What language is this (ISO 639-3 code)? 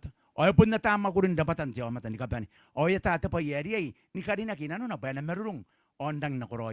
gil